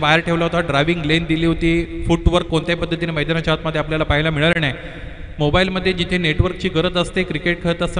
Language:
Marathi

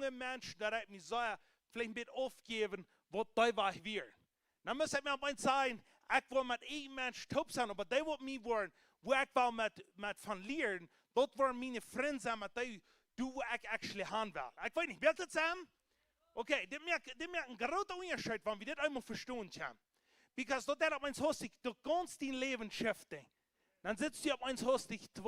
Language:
Plautdietsch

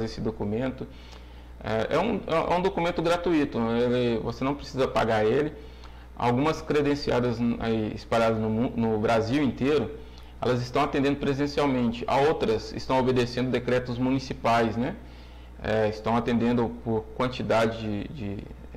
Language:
Portuguese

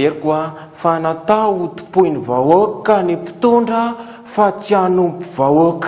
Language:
Malagasy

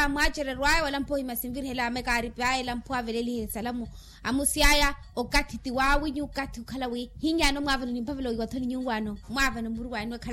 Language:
Makhuwa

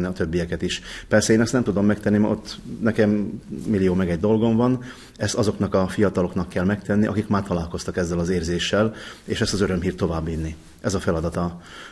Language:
Hungarian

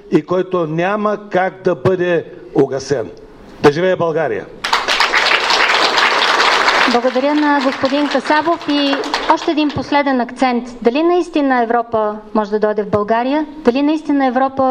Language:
Bulgarian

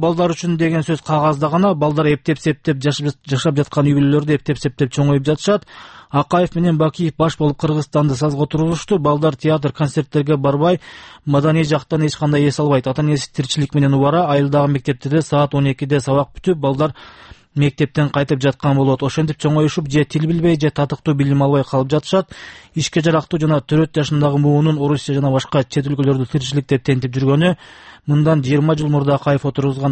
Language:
Kyrgyz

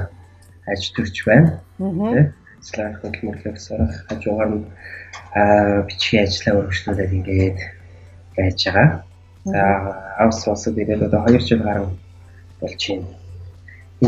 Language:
Mongolian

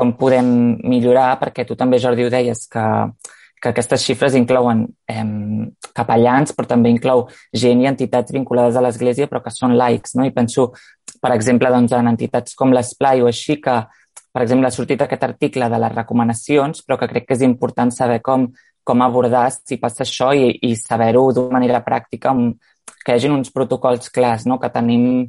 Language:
Catalan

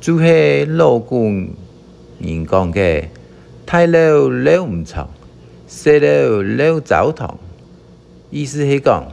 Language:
Hakka Chinese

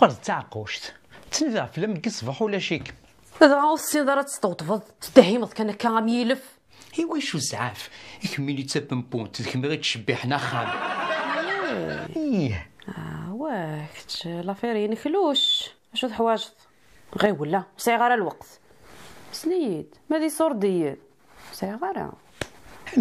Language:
Kabyle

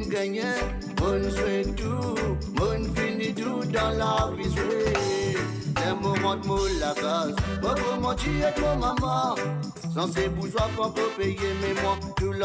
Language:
Morisyen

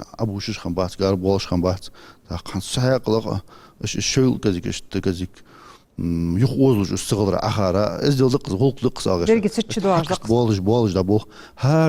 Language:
Ingush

